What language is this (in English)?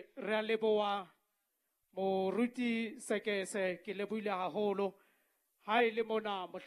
Southern Sotho